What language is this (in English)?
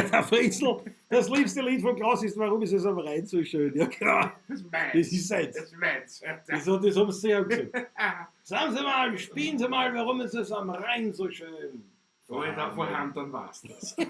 Bavarian